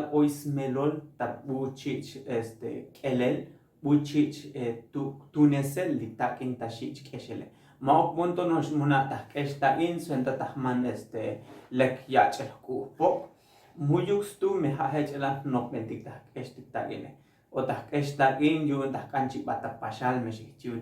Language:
Tzotzil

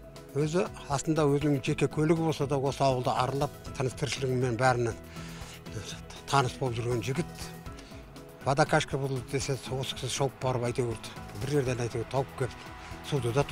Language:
Kazakh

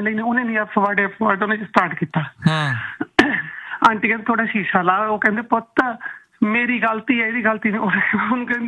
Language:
Punjabi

